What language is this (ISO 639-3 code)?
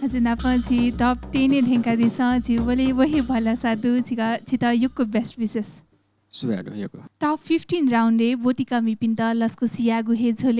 new